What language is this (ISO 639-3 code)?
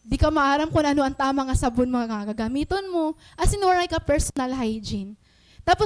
war